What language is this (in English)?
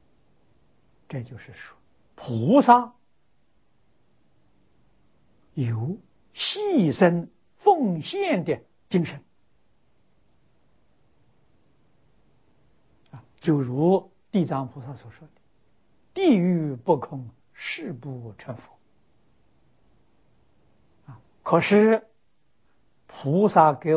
Chinese